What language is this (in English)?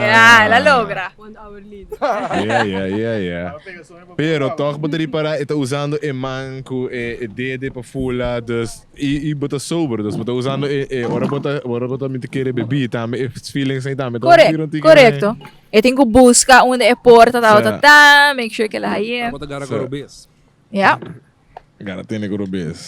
Papiamento